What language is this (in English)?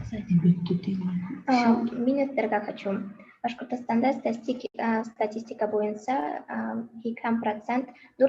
Bashkir